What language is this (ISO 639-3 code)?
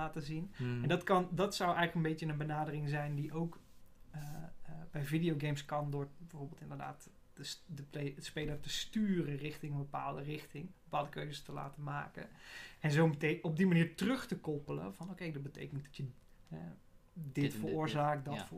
nld